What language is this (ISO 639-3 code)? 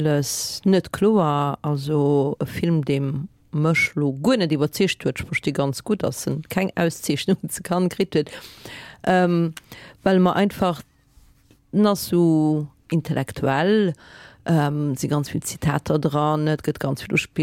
ltz